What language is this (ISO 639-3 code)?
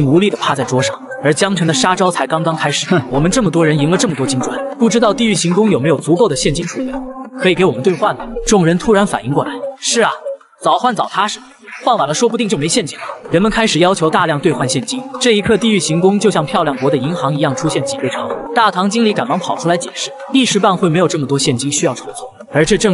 zho